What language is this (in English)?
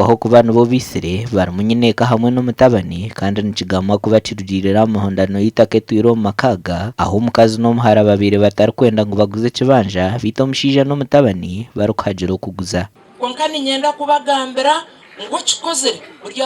Nyankole